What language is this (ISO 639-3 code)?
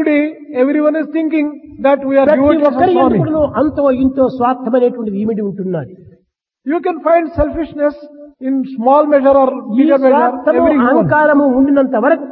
tel